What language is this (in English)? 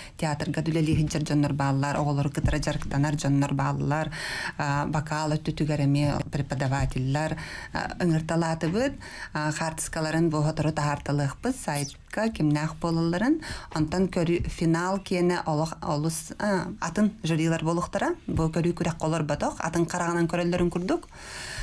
Yakut